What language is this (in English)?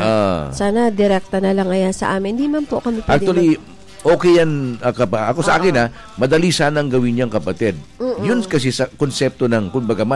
Filipino